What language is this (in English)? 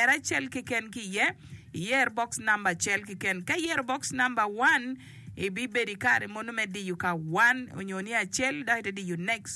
Acoli